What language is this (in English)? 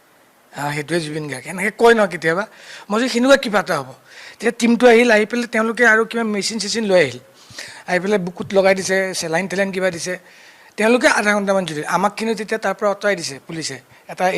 Assamese